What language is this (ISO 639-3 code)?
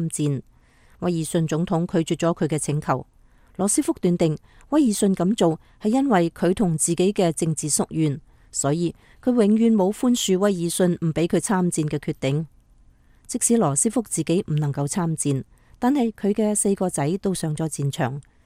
yue